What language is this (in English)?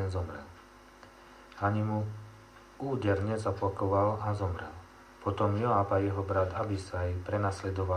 Slovak